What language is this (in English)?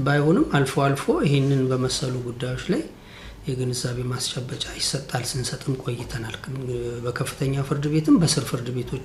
Amharic